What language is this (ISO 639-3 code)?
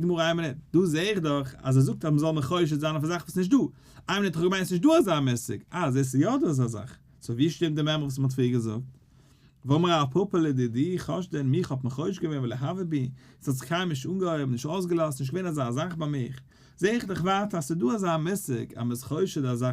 yid